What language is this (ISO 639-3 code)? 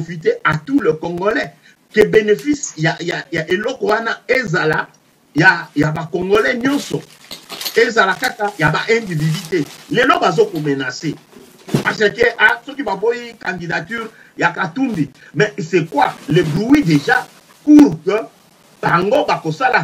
lin